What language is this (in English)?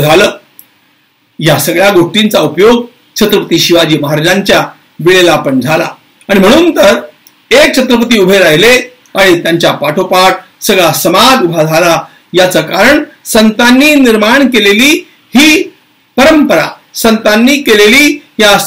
Marathi